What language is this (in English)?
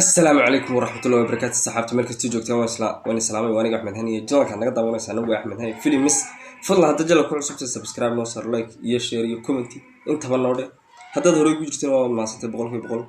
Somali